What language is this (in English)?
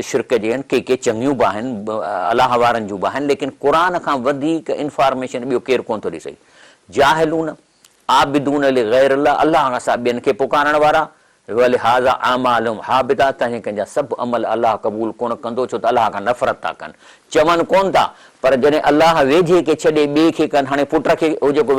Sindhi